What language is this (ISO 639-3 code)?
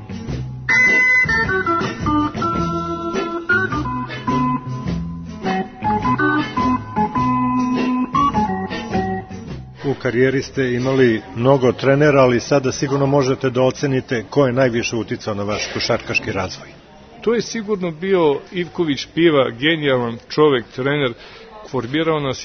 srp